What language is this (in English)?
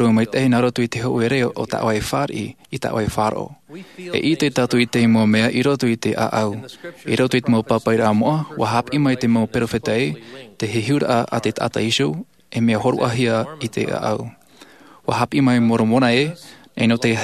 Tahitian